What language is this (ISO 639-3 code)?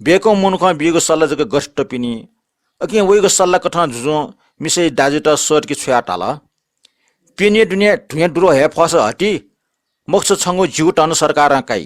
new